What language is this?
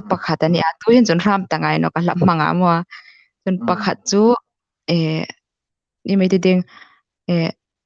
Hmar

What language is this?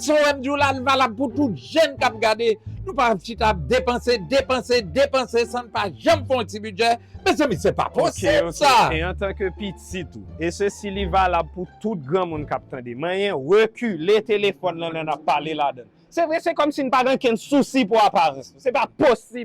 Haitian Creole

